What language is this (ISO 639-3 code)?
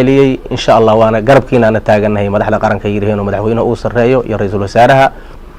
som